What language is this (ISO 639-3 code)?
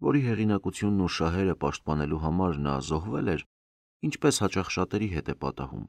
hye